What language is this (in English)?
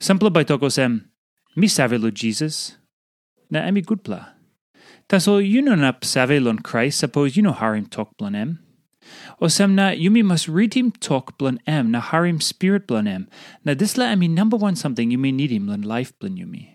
Tok Pisin